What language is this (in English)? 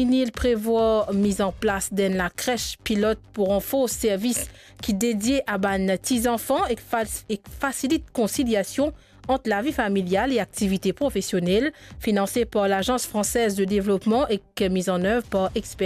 Morisyen